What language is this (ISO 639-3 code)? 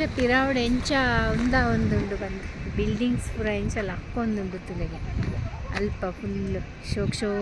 tcy